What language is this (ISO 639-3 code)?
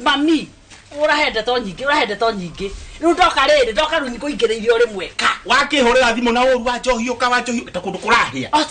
kik